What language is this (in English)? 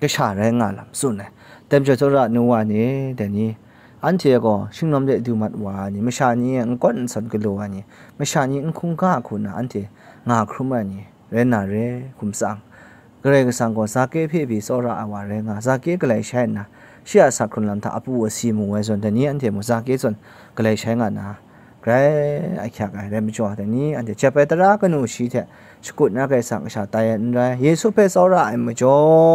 Kachin